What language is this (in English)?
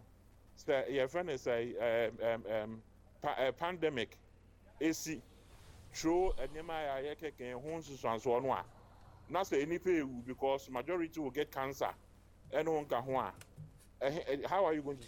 Akan